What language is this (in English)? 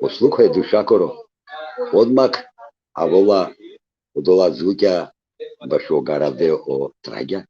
Balkan Romani